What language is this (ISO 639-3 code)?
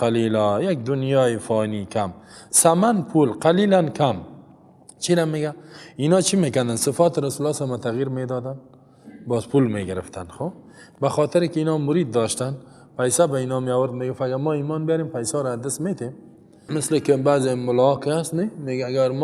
fas